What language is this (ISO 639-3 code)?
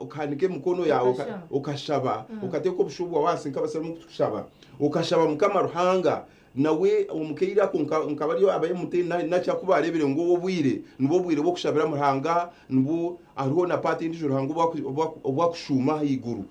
nyn